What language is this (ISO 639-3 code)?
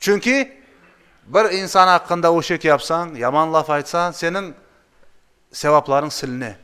crh